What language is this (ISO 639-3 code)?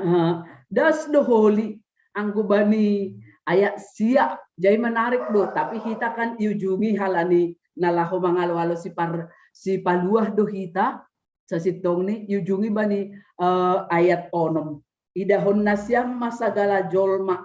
bts